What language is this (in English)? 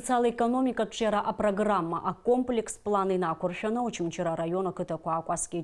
Abkhazian